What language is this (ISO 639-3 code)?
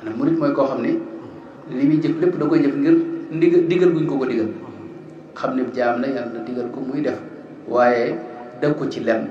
wol